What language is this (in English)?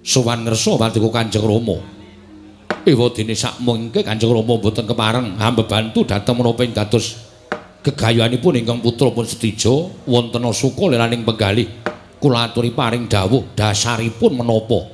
Javanese